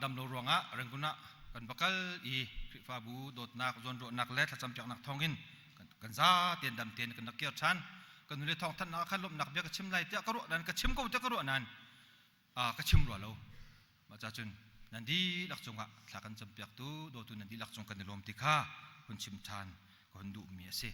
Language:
Hakha Chin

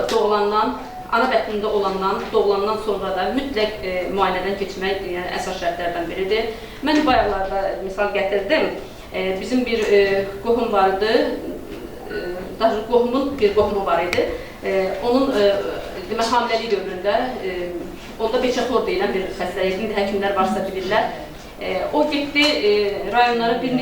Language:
Azerbaijani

